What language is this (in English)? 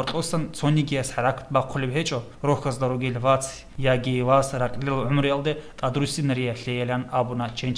Avaric